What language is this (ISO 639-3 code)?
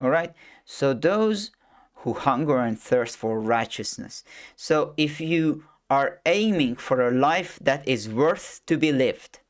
eng